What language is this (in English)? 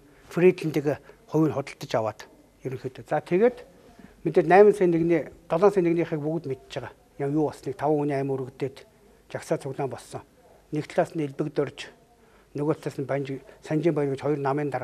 Mongolian